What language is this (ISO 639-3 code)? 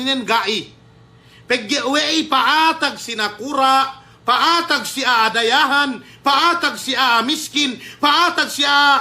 yka